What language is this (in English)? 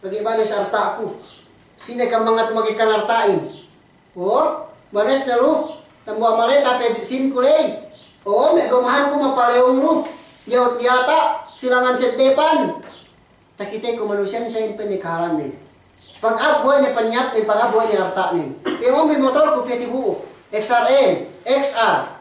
Yakan